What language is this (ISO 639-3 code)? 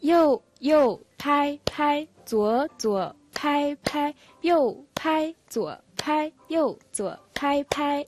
mon